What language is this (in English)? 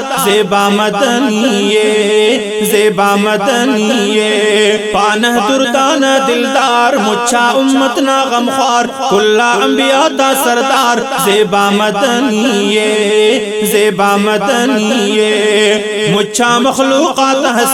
Brahui